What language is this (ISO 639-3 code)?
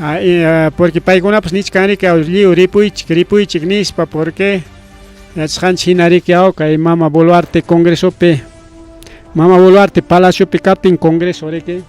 quy